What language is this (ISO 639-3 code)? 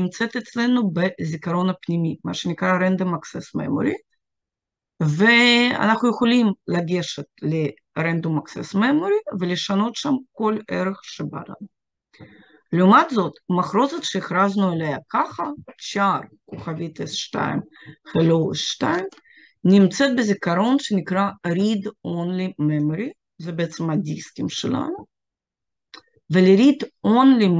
heb